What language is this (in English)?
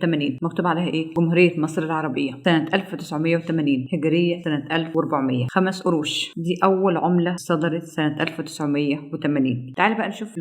Egyptian Arabic